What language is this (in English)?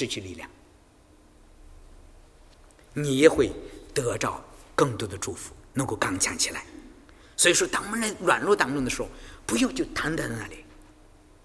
Chinese